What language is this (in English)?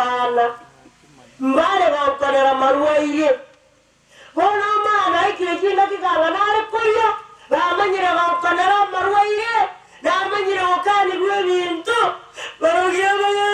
Gusii